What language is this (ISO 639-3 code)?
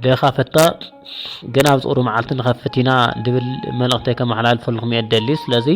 tir